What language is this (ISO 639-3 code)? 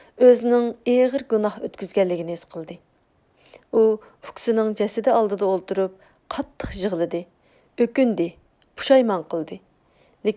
uig